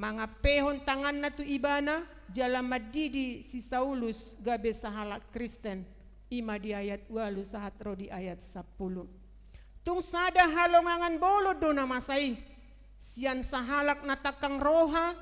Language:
Batak Toba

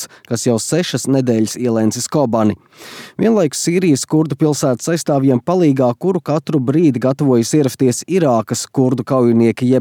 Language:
Latvian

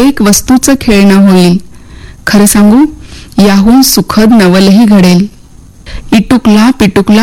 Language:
Marathi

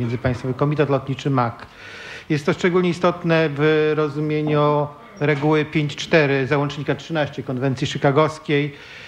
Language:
Polish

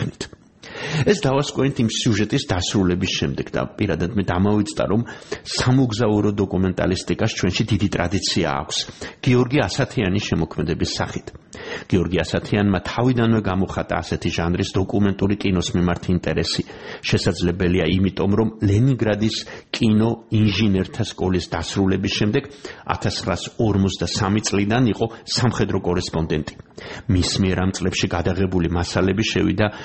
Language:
Georgian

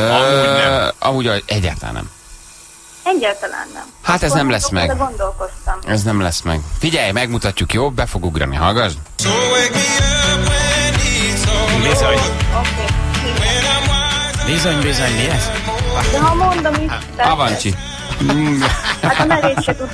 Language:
Hungarian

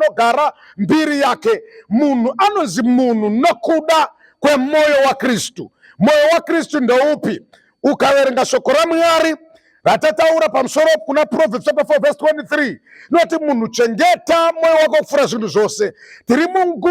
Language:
Shona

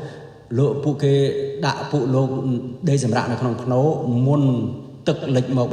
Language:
Khmer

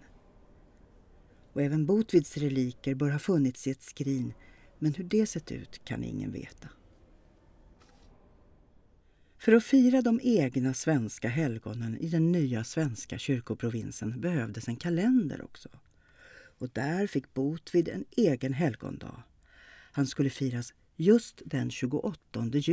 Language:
Swedish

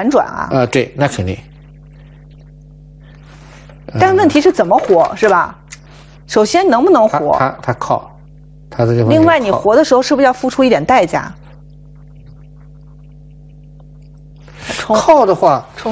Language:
Chinese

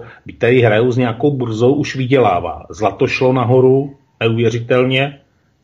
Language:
Czech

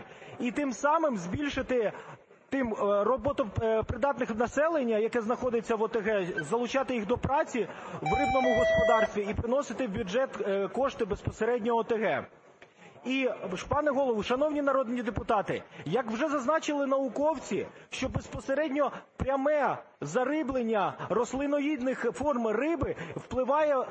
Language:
Ukrainian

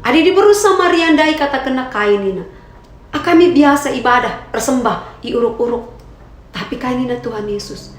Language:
Batak Karo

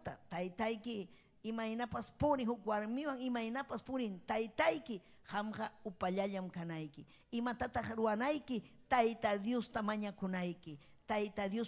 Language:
Ayacucho Quechua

